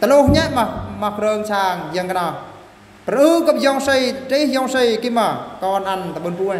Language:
Eastern Bru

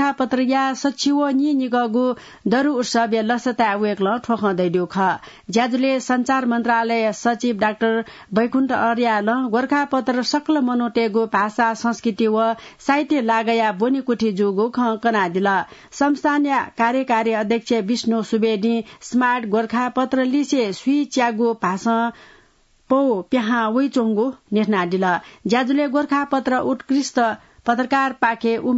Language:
Newari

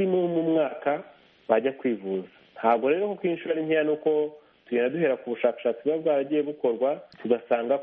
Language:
Kinyarwanda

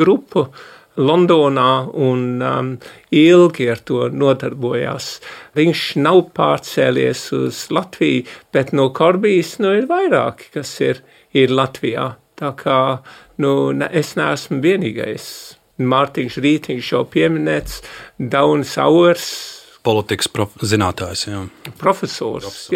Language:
Latvian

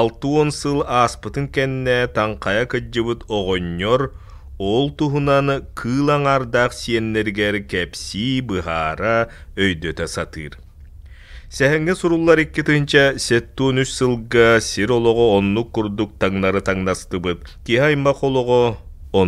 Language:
Yakut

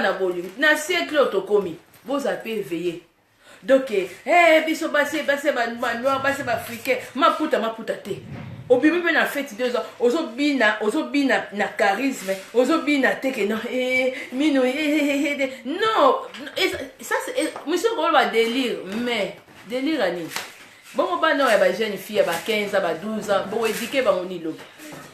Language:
Lingala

